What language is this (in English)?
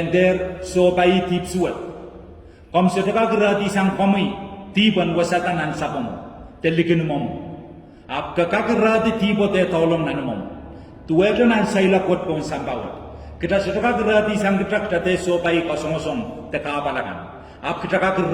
Pohnpeian